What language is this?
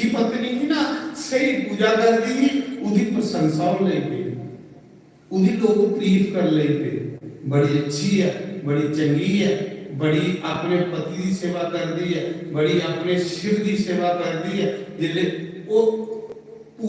Dogri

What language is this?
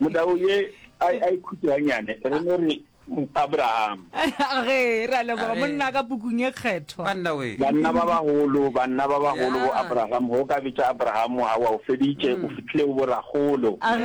Northern Sotho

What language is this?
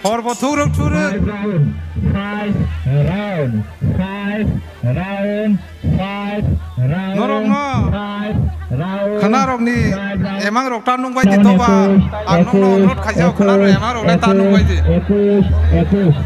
Kok Borok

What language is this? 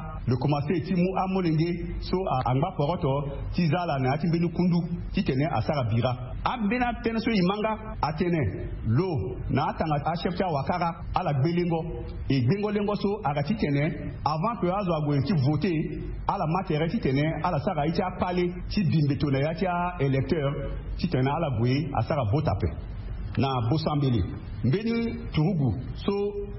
Sango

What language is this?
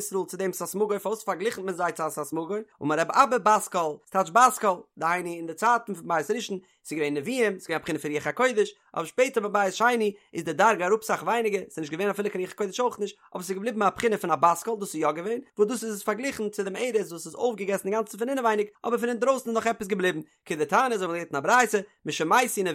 Yiddish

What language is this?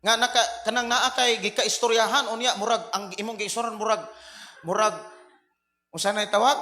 Cebuano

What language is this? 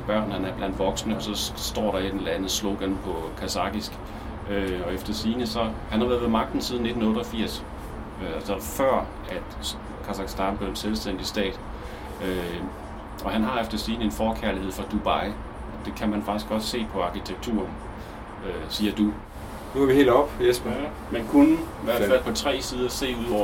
Danish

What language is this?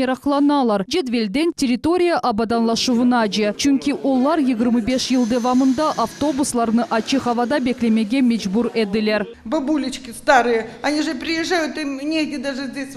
Crimean Tatar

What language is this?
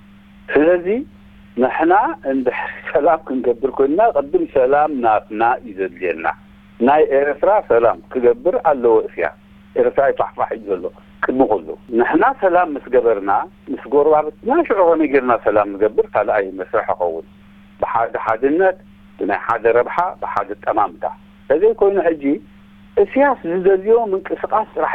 Tigrinya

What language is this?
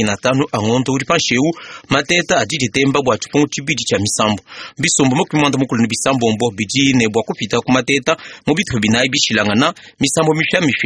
Luba-Lulua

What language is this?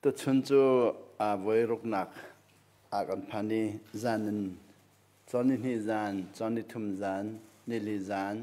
Hakha Chin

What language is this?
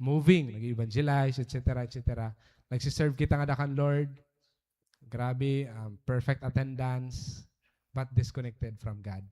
Waray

